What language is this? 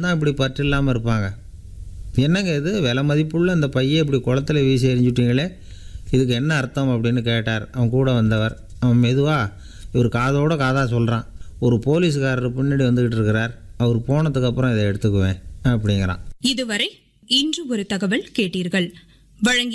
Tamil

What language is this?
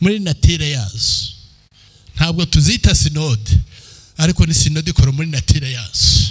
Kinyarwanda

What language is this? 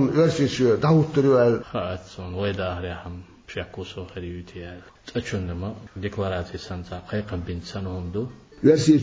Chechen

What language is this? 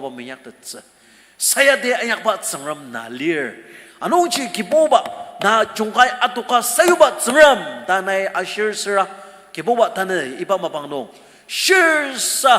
Ao Naga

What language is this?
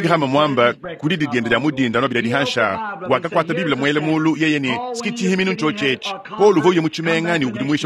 Luba-Lulua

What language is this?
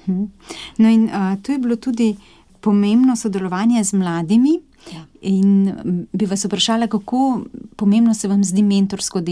Slovenian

